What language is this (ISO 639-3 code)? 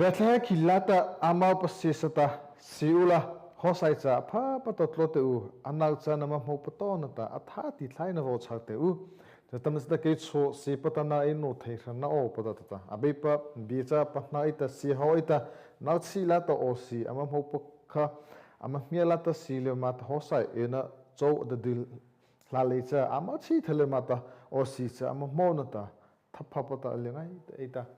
mrh